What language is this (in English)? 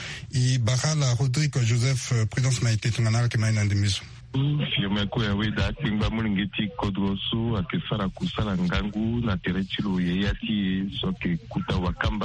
Sango